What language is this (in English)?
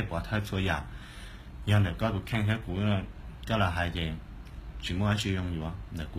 Hmong